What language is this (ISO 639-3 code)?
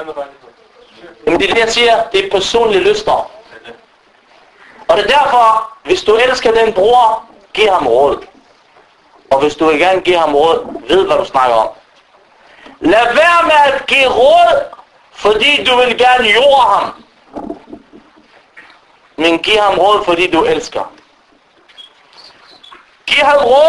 dan